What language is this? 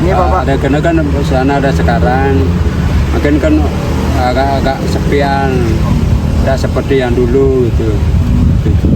Balinese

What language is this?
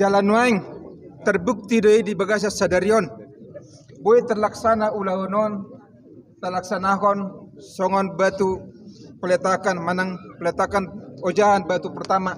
Batak Toba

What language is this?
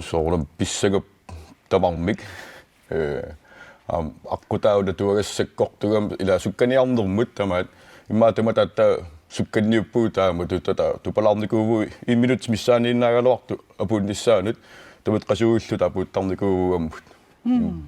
Kalaallisut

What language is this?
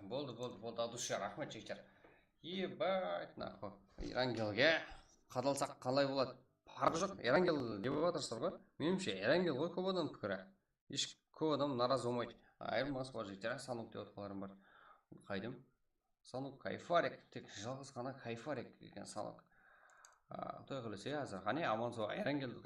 Kara-Kalpak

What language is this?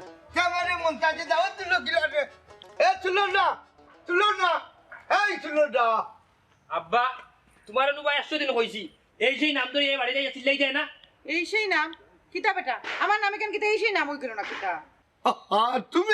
Sylheti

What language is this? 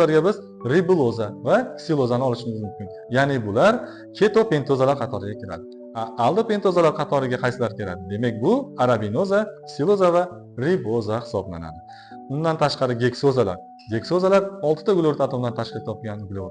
Uzbek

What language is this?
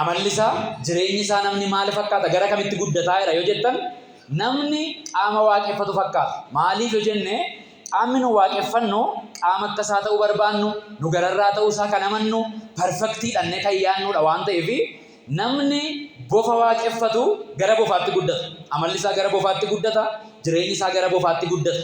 Oromo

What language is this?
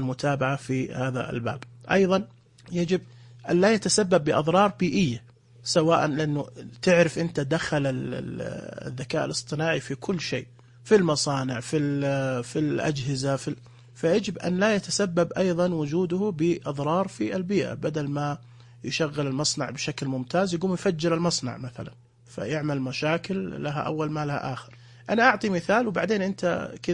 Najdi Arabic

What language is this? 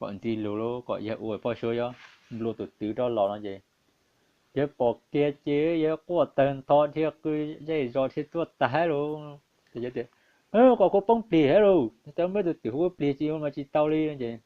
Hmong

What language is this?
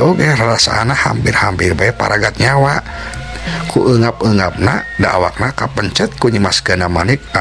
Sundanese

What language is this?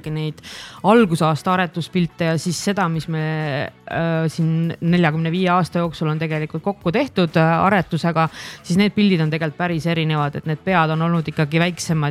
Estonian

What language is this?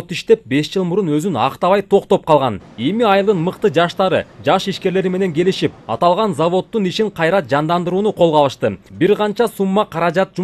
Kyrgyz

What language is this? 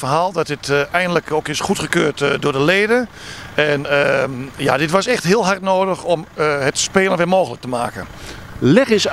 Dutch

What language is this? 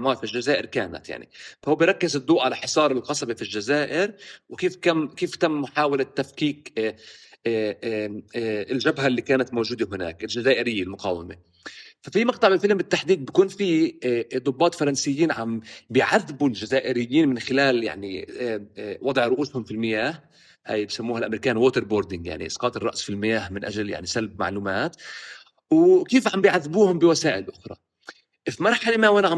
North Levantine Arabic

